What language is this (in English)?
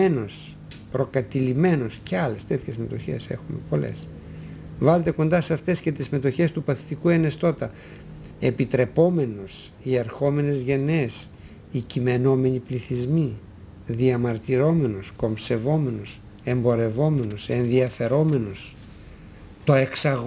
Greek